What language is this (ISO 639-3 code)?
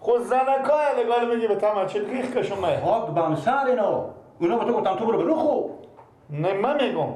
fas